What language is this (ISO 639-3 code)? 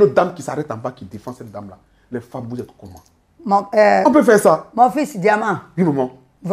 fra